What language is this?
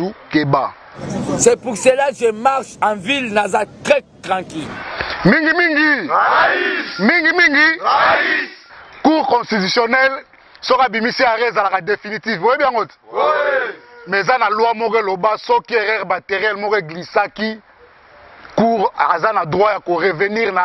Lingala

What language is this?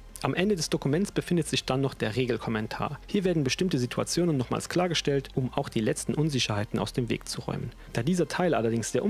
German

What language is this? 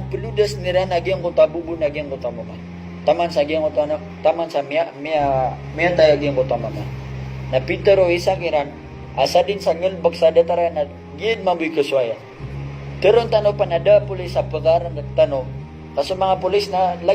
Maranao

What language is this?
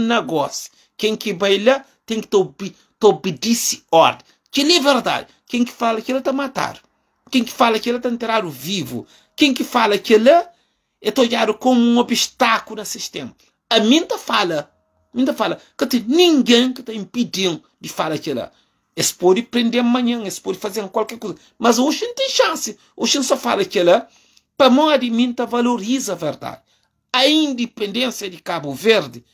Kabuverdianu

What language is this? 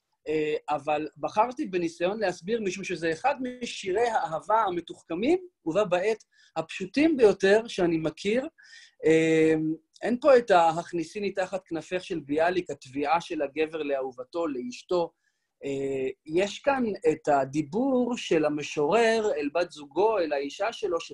Hebrew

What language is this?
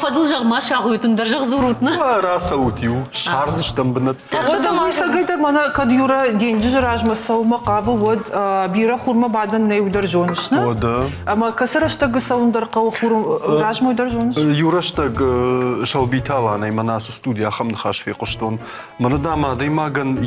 Ossetic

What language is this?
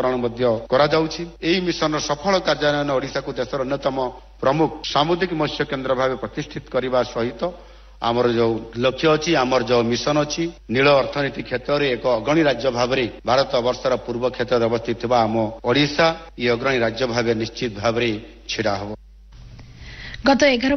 Odia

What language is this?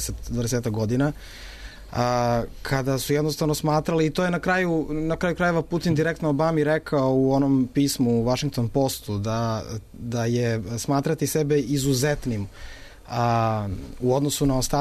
Serbian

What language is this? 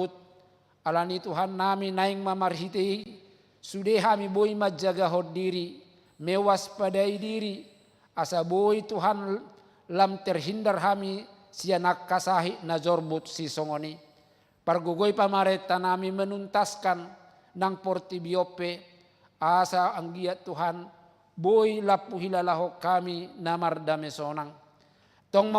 Batak Toba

